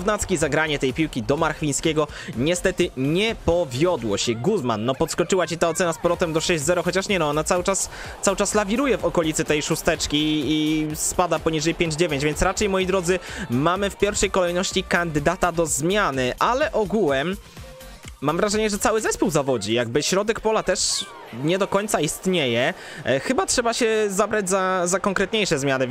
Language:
Polish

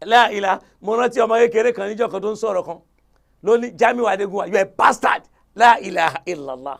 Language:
Yoruba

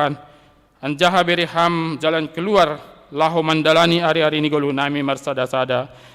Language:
Batak Simalungun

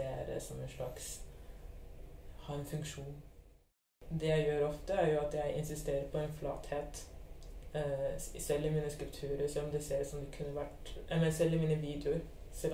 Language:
Norwegian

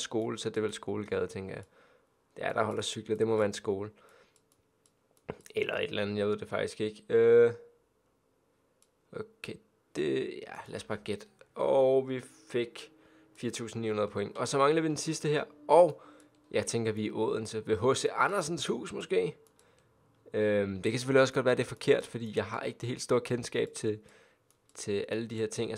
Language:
Danish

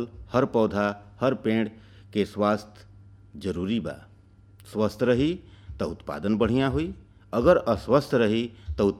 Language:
Bhojpuri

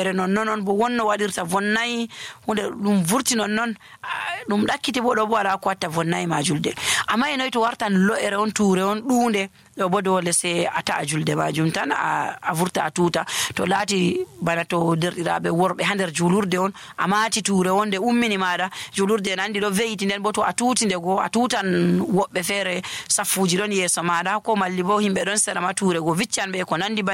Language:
Nigerian Fulfulde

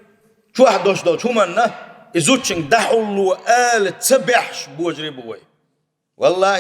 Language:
Chechen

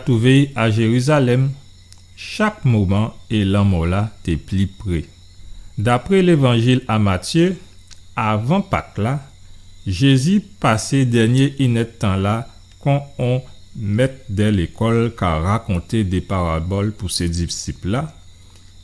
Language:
Guadeloupean Creole French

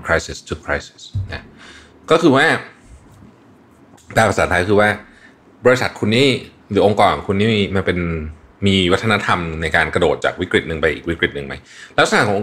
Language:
Thai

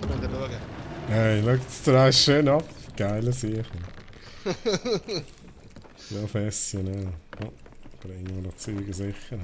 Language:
Swiss German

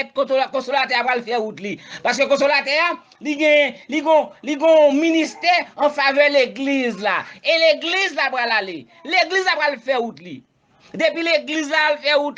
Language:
Haitian Creole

